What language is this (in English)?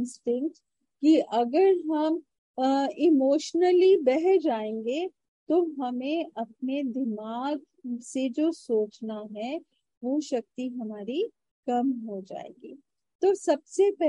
Hindi